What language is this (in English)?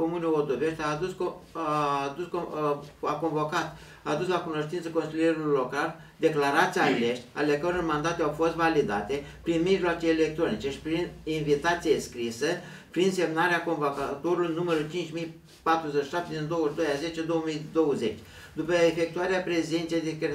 Romanian